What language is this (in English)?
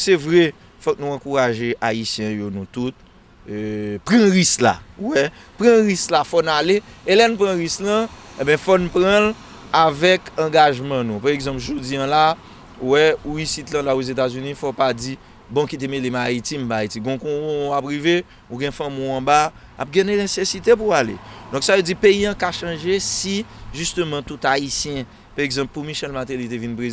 Haitian Creole